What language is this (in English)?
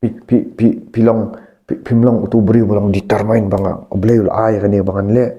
Khasi